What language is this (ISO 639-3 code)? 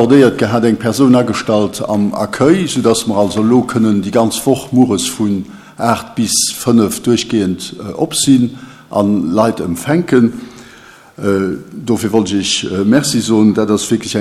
ltz